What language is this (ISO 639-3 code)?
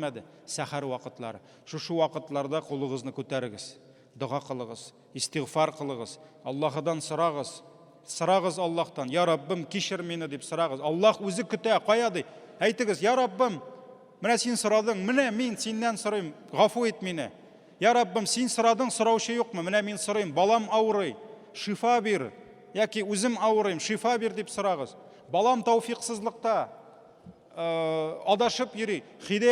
tat